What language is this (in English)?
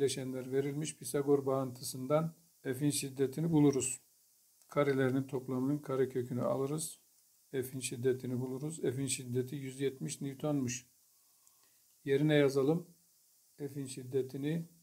Turkish